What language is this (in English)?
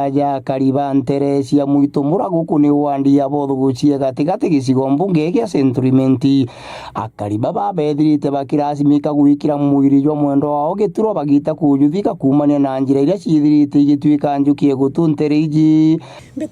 Meru